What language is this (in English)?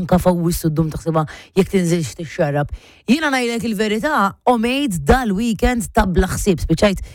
Maltese